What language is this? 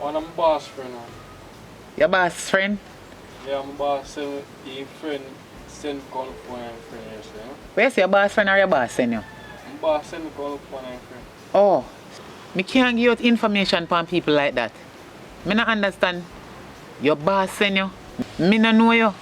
Jamaican Creole English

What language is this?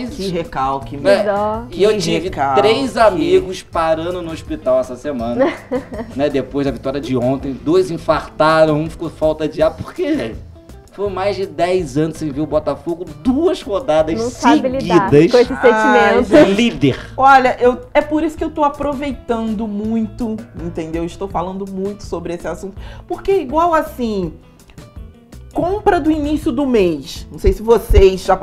Portuguese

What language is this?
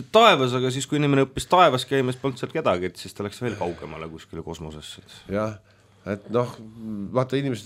Estonian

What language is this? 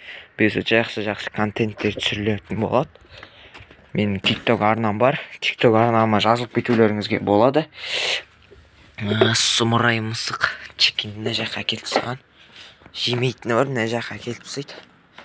Kazakh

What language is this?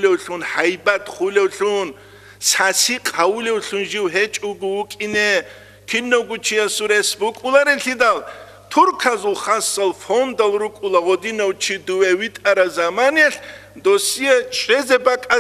Avaric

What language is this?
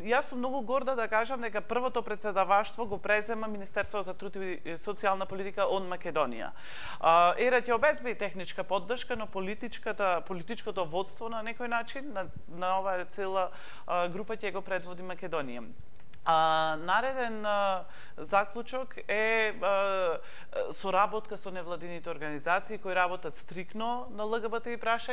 Macedonian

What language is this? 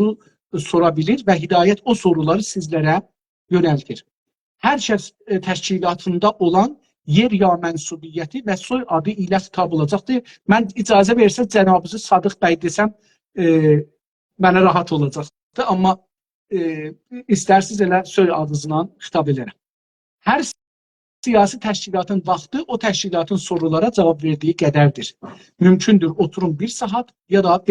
South Azerbaijani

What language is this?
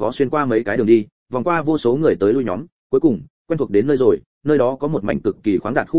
Vietnamese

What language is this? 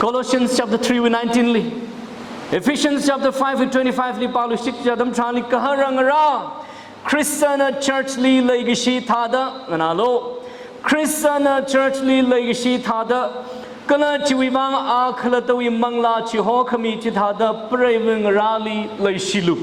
Tangkhul Naga (India)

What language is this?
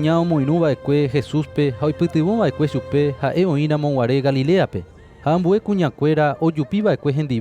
Guarani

